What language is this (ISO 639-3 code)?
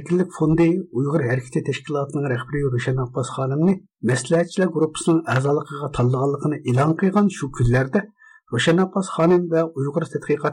uig